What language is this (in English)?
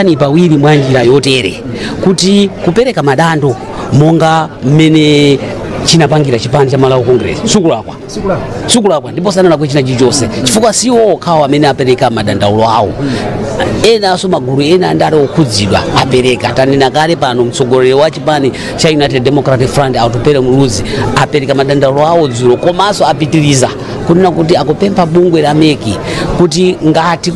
Nyanja